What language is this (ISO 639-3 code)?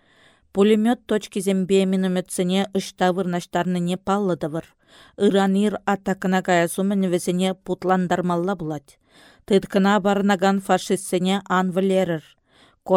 chv